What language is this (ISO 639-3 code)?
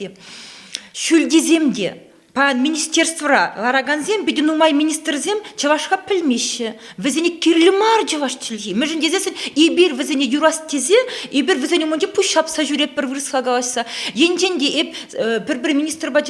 chv